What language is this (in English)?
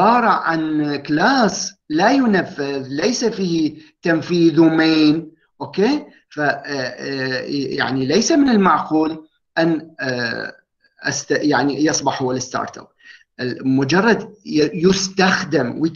Arabic